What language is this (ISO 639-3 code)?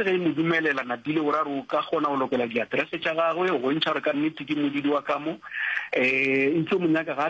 nso